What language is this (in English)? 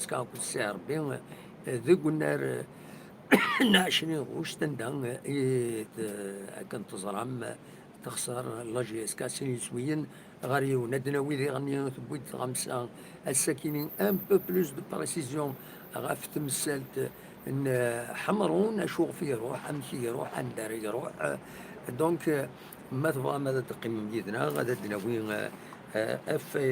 Kabyle